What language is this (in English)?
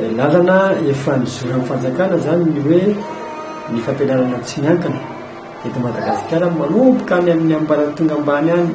Malagasy